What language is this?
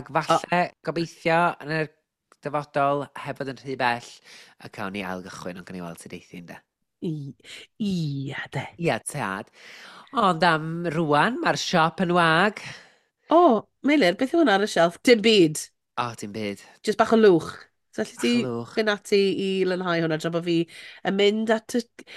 Welsh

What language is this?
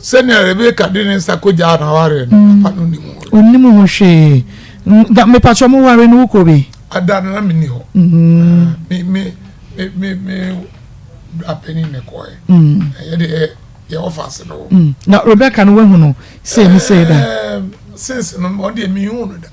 Akan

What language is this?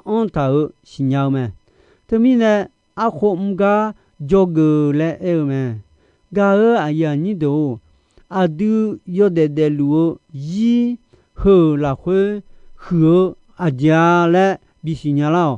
Akha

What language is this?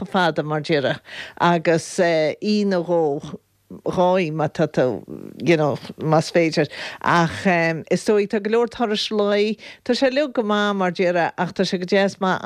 Irish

